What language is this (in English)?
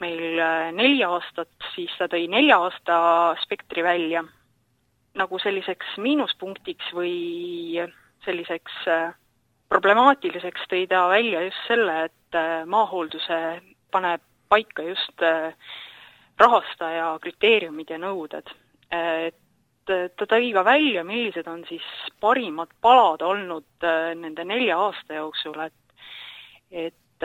Estonian